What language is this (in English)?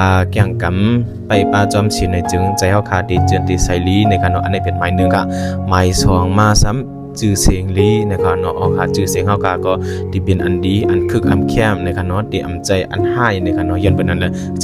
Shan